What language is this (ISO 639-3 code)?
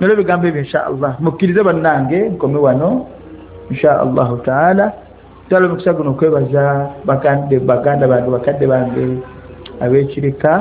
lug